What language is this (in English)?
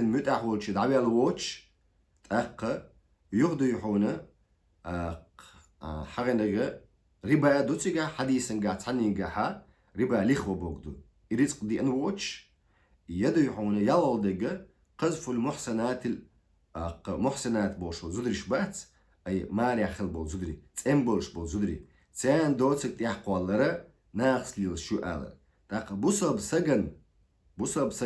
Chechen